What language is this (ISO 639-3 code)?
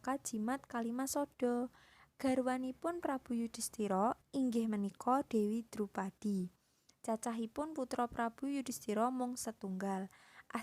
jav